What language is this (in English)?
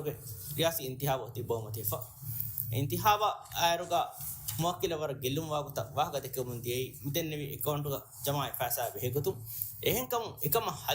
Divehi